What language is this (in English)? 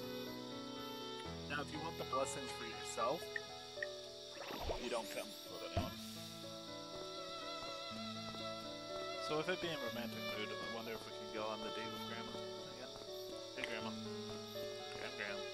English